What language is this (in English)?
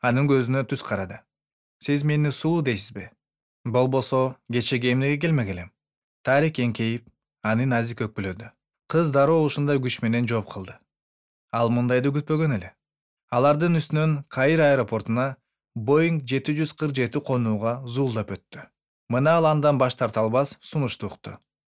Kyrgyz